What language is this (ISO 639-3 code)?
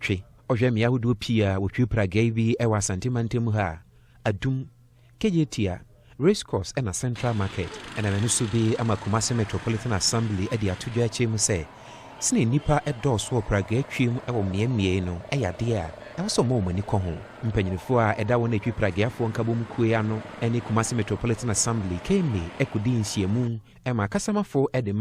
aka